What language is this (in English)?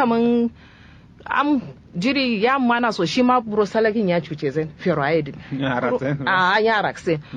Kanuri